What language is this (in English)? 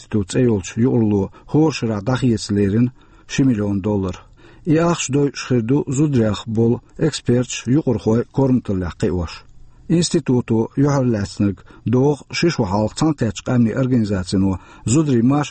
Chechen